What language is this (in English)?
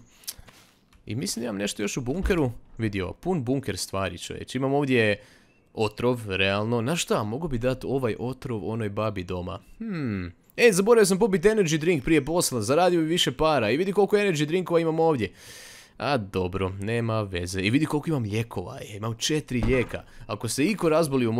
Croatian